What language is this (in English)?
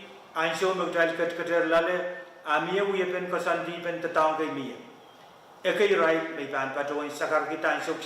Pohnpeian